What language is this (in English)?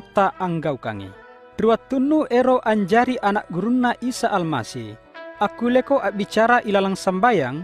Makasar